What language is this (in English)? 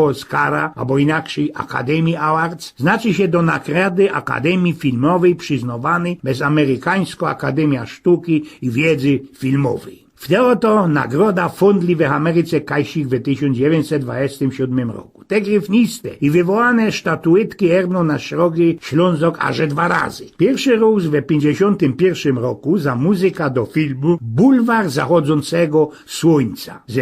Silesian